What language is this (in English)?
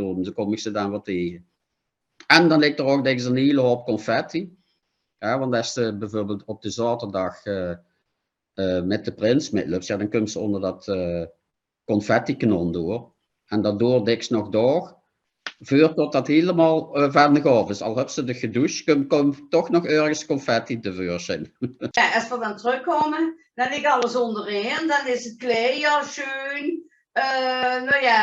Limburgish